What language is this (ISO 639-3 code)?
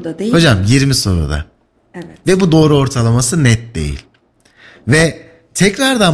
tur